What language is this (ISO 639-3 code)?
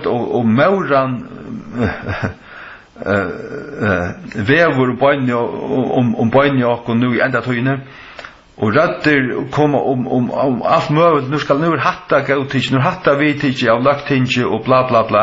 fao